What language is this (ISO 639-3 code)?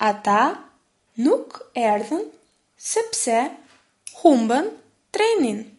sqi